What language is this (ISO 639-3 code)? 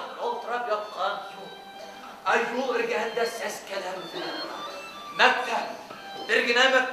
bak